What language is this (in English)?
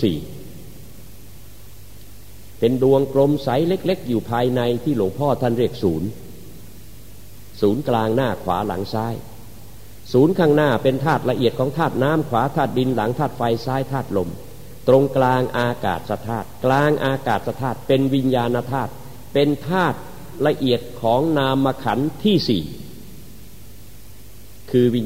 Thai